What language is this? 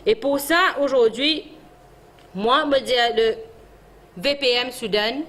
Morisyen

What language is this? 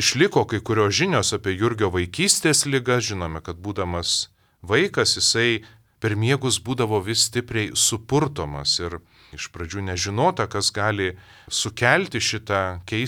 Lithuanian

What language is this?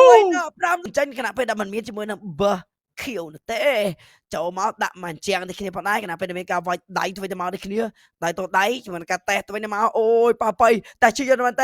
Khmer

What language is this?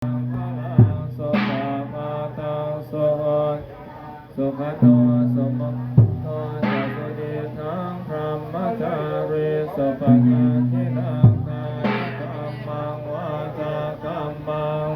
Pali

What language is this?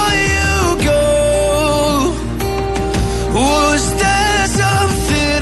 Greek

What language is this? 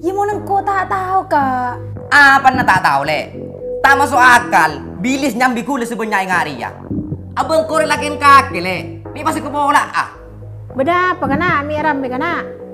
Madurese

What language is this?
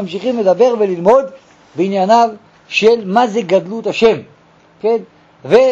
Hebrew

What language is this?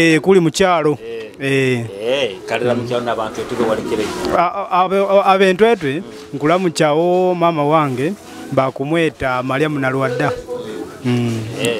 Nyoro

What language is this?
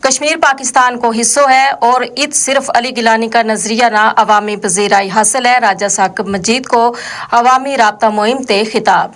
Gujari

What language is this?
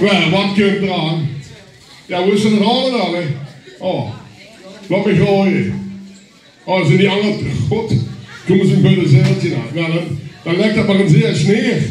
Limburgish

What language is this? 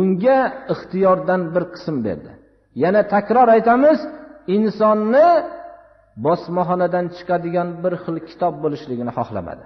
Uzbek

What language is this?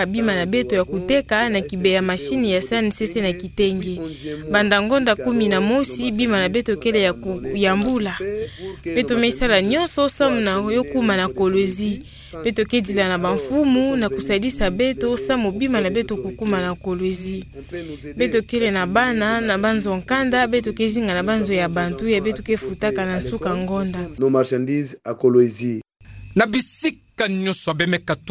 Kituba (Democratic Republic of Congo)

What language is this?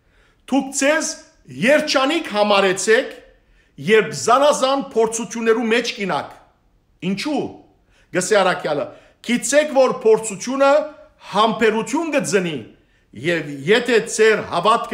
Western Armenian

